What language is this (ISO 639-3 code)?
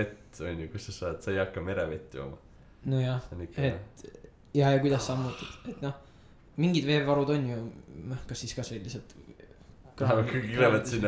est